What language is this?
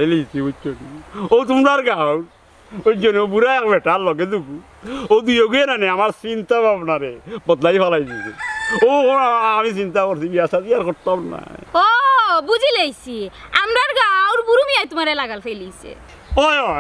Sylheti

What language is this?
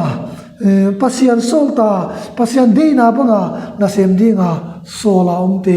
Tedim Chin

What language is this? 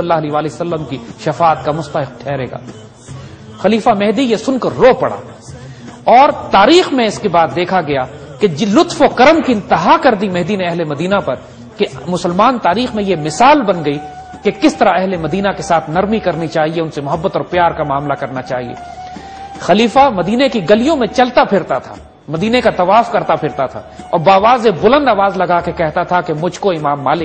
Urdu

